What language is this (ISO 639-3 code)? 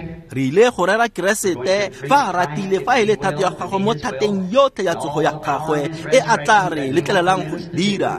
tsn